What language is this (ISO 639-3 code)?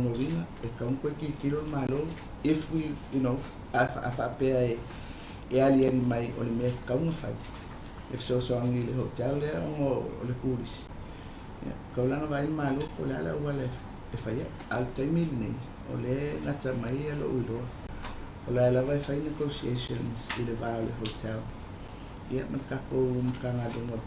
smo